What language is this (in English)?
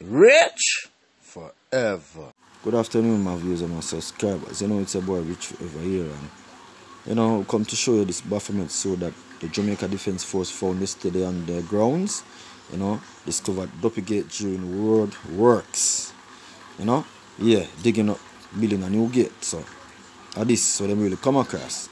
Jamaican Creole English